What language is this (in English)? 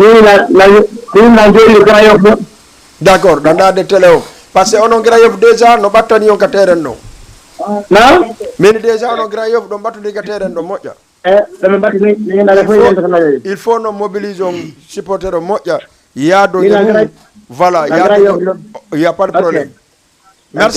Fula